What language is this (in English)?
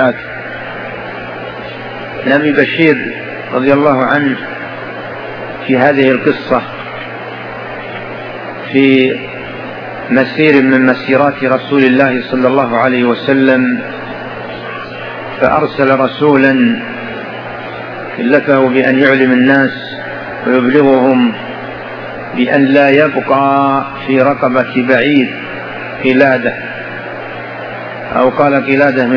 Arabic